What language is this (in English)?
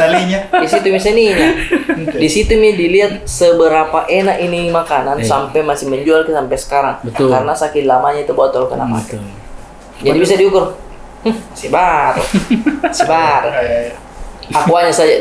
Makassar Malay